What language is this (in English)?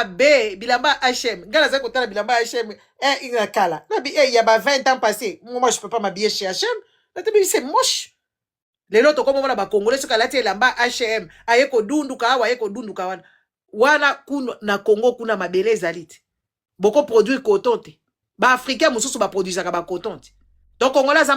Lingala